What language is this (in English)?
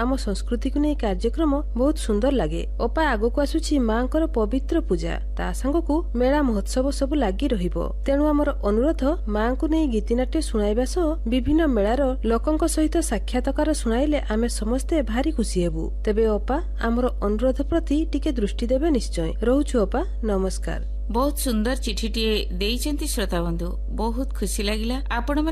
Odia